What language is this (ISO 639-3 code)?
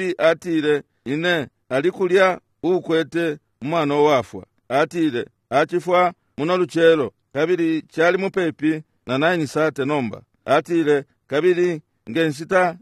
bem